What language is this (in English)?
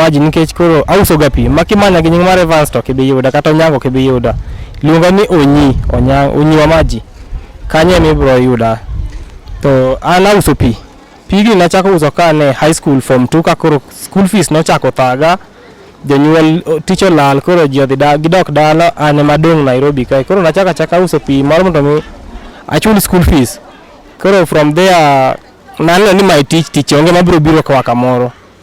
Luo (Kenya and Tanzania)